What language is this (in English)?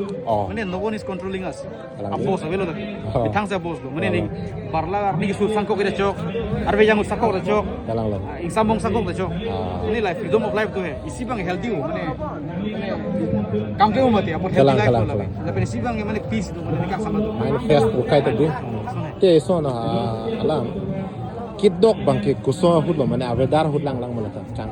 Karbi